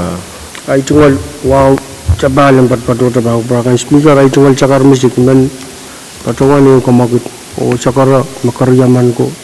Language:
Pohnpeian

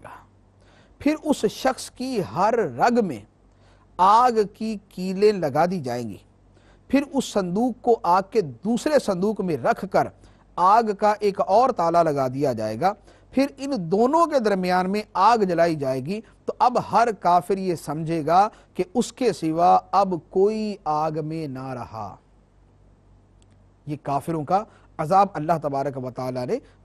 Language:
Urdu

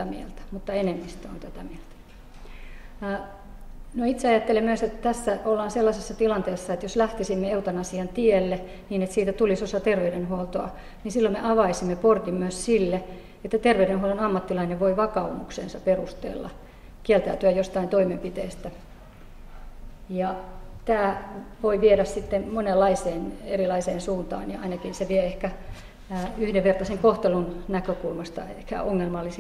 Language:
Finnish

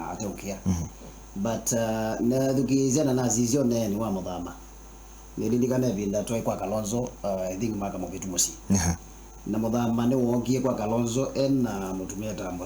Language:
Kamba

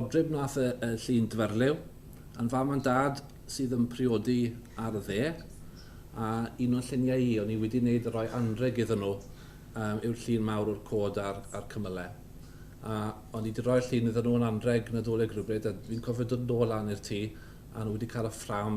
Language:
Welsh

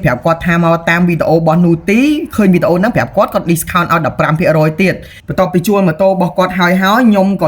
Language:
Khmer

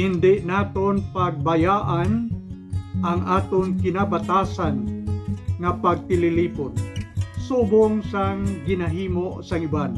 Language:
Hiligaynon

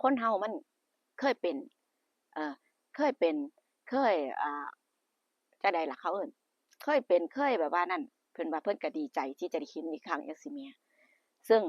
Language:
Northeastern Thai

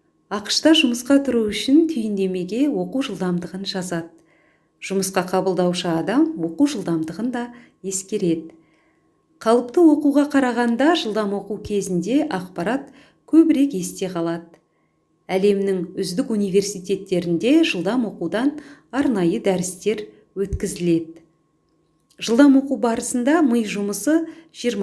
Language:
Kazakh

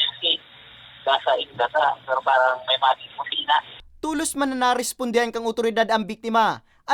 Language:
Bikol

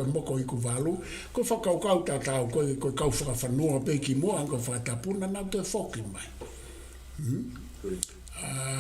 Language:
Tongan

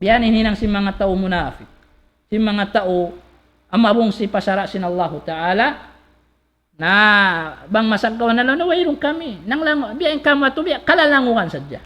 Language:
Tausug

